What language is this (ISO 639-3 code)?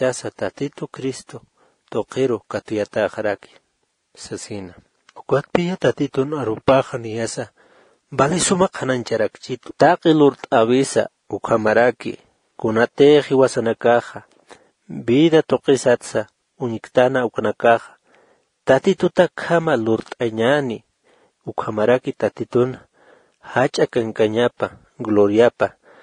aym